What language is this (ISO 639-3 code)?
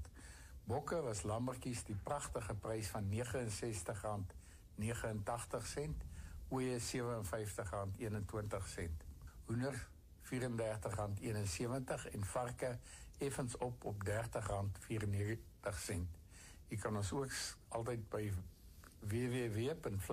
afr